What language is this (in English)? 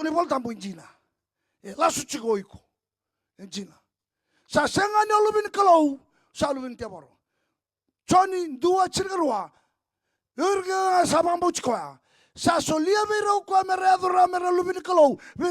Fijian